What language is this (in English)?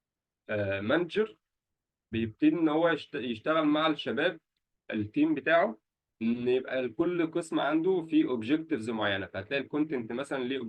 Egyptian Arabic